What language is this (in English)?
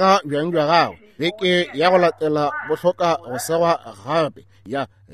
Northern Sotho